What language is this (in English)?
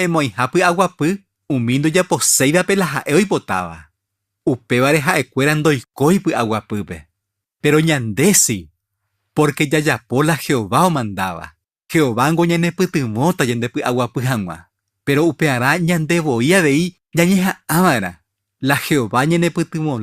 Guarani